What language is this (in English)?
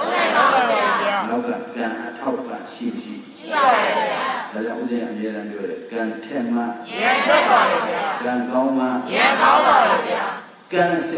Burmese